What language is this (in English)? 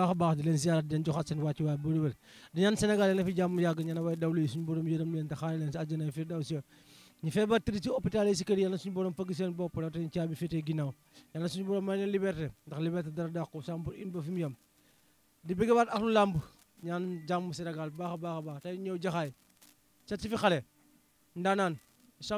Wolof